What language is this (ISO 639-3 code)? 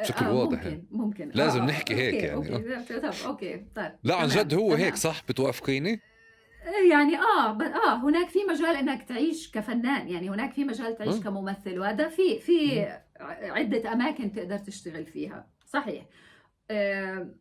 apc